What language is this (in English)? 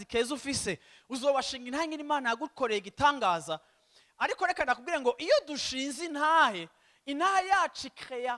Rundi